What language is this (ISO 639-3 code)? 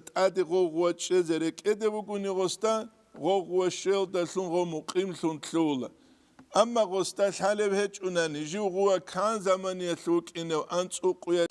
ava